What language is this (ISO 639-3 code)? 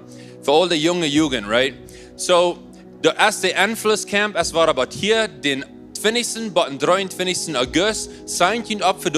pdt